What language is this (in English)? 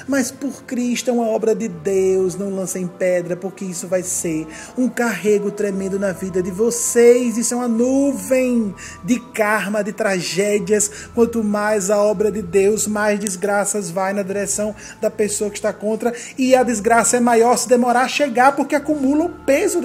Portuguese